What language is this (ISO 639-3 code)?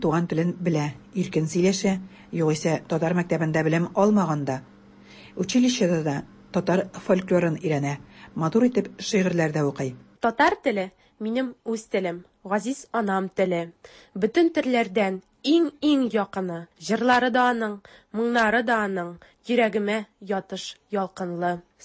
tat